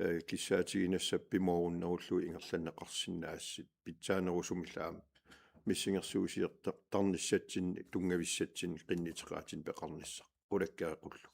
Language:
Kalaallisut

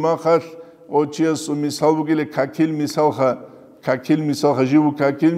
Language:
Avaric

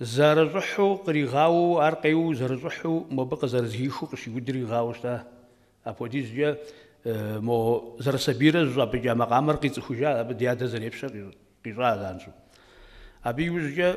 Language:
Kabardian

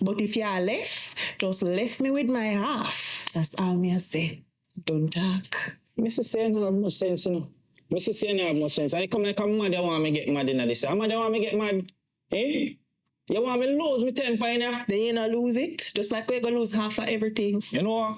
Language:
Jamaican Creole English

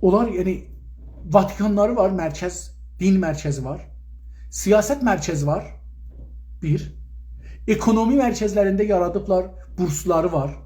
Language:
South Azerbaijani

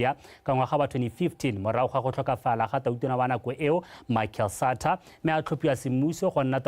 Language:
Tswana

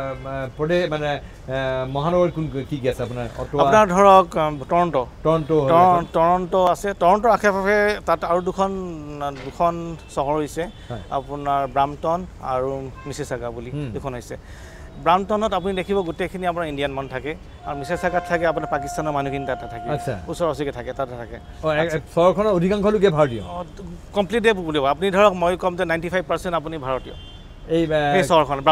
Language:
Assamese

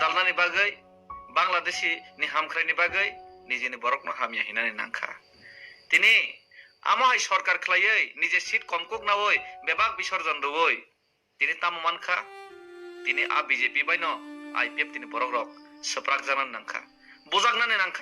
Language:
Kok Borok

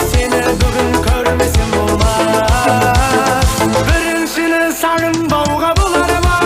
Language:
Kara-Kalpak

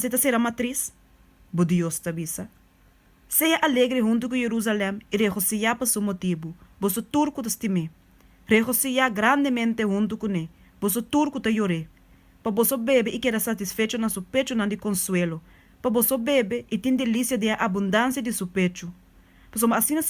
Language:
Papiamento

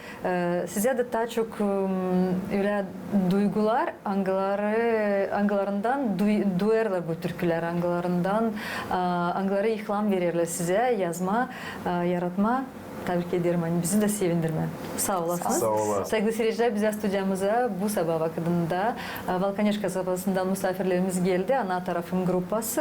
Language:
Gagauz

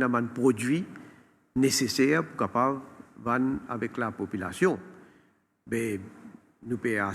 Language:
Morisyen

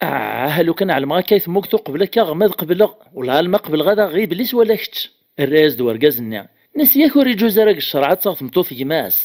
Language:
Kabyle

